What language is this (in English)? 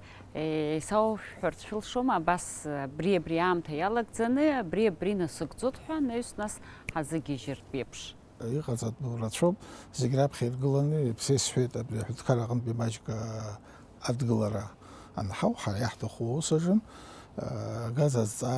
Abkhazian